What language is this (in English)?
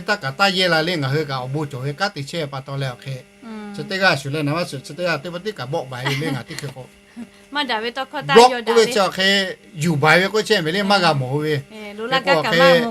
Lahu